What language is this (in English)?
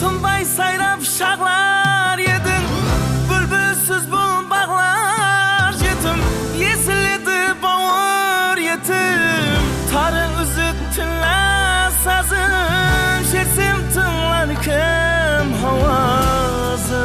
Kara-Kalpak